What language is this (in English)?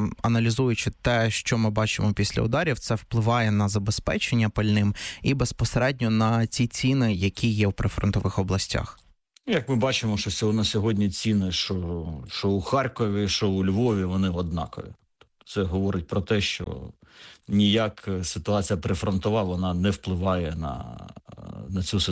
Ukrainian